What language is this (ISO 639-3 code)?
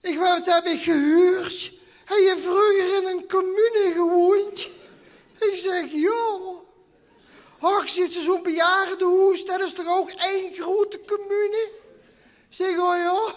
lim